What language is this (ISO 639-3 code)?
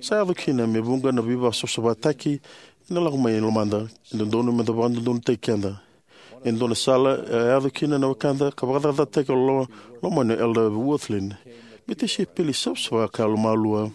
fij